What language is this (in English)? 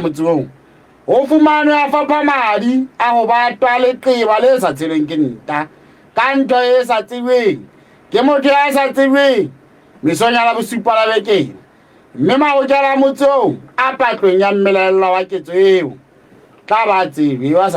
Southern Sotho